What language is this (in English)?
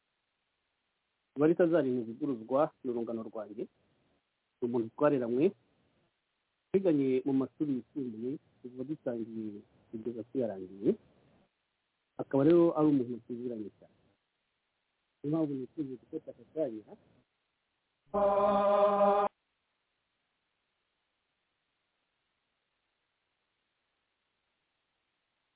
Kinyarwanda